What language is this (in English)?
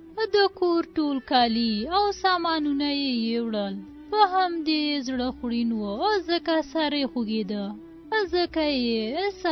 Pashto